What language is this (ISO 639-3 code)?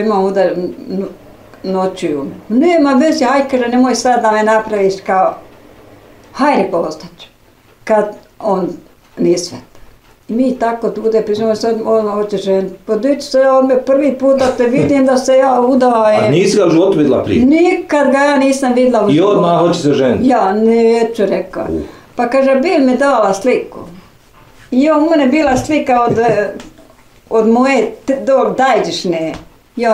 bos